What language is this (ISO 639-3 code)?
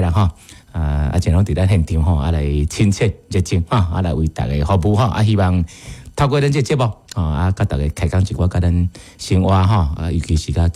nan